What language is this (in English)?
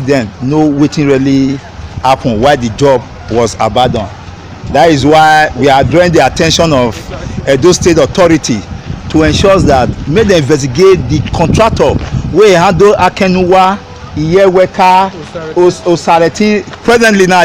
Nigerian Pidgin